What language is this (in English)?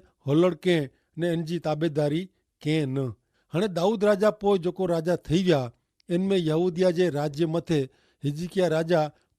Kachhi